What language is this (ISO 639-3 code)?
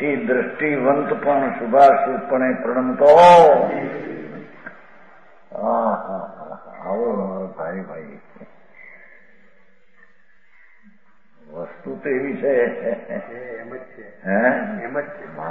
guj